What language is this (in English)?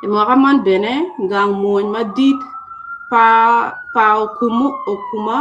Acoli